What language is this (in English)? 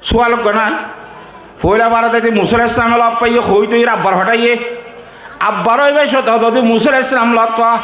Rohingya